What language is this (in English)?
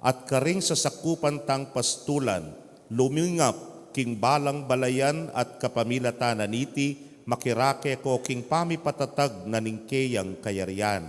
Pampanga